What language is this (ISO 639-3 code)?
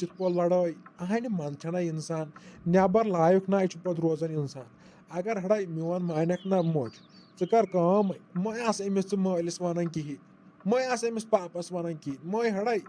kas